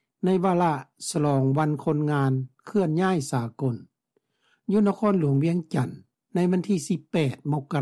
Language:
Lao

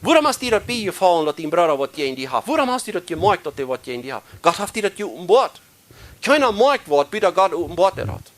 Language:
Plautdietsch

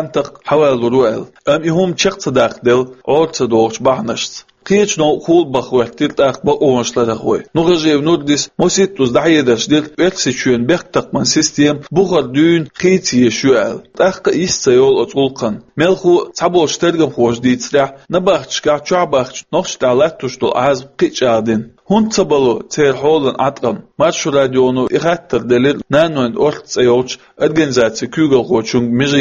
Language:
Chechen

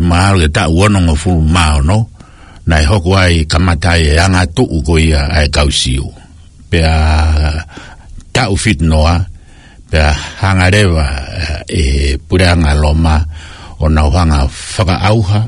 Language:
Tongan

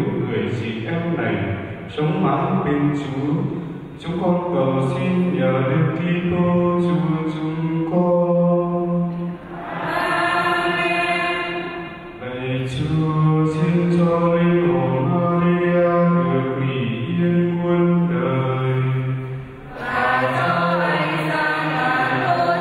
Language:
Vietnamese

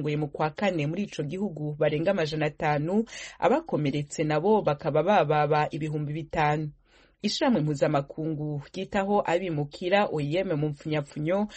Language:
Kinyarwanda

